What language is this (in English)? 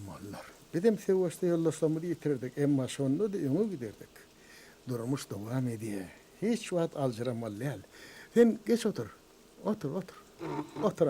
Turkmen